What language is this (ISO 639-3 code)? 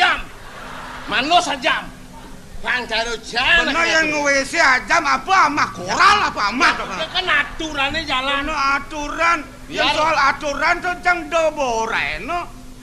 ban